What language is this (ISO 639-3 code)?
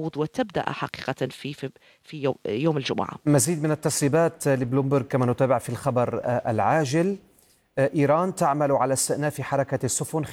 ara